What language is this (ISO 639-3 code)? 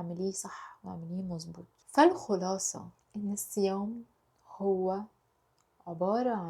arz